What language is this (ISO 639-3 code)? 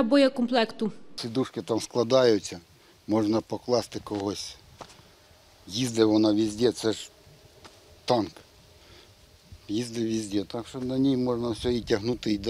ukr